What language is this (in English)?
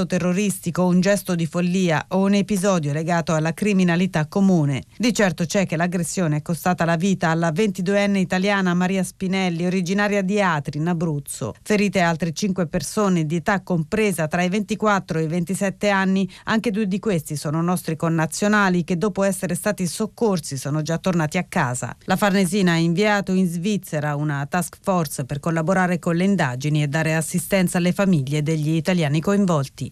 Italian